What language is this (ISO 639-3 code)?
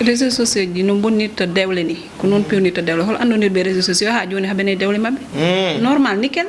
ful